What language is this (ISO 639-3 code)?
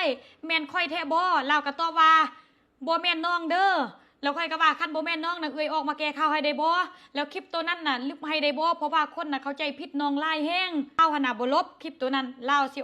lao